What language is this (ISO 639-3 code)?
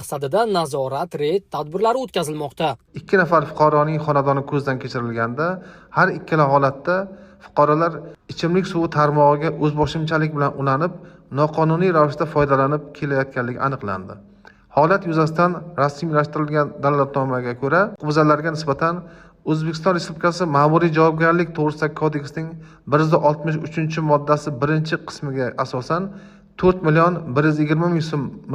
uzb